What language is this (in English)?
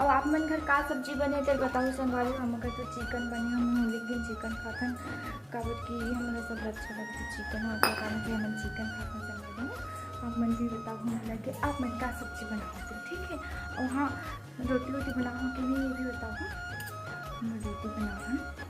Chhattisgarhi